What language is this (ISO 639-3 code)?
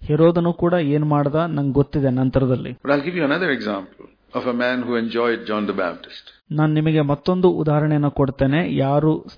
kan